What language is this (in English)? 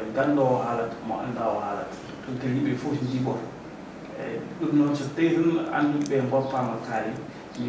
Fula